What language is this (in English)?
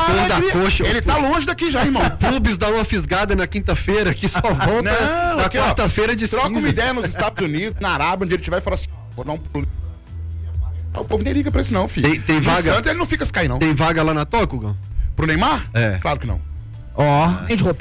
Portuguese